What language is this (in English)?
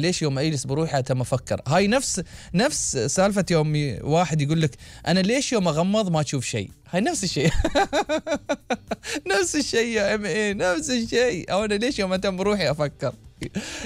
Gulf Arabic